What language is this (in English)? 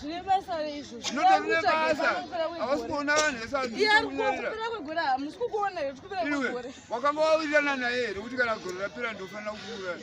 Shona